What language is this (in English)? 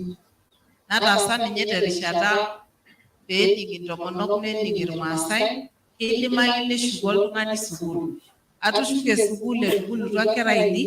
Masai